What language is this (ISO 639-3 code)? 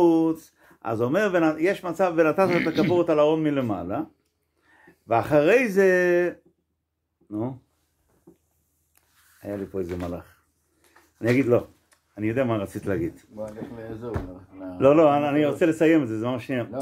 heb